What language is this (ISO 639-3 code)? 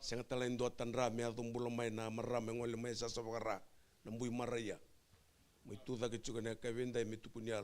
fij